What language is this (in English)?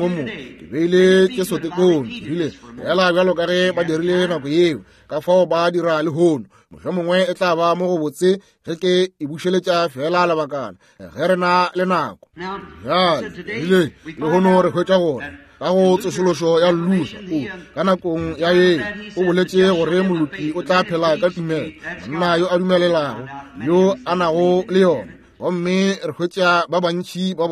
Northern Sotho